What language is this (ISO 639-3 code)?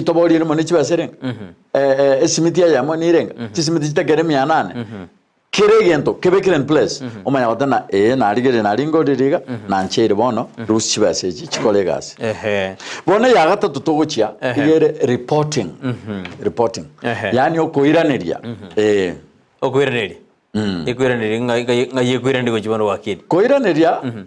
guz